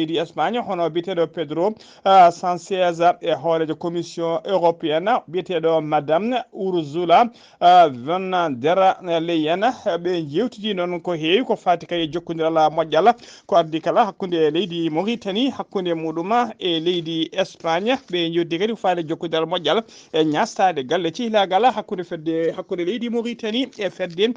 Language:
Fula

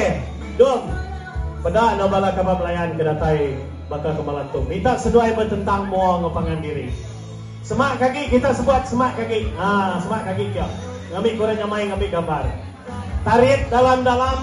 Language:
Iban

